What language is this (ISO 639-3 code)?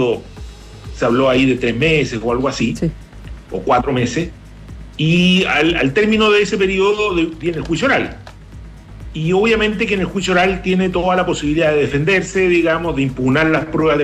spa